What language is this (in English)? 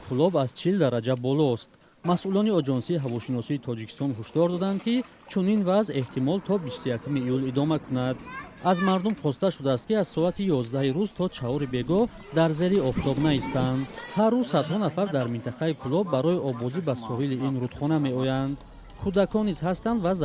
Tajik